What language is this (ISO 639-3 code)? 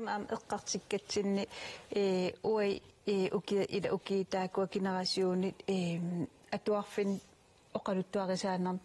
kal